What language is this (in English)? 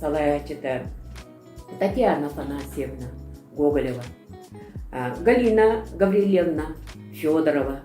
Yakut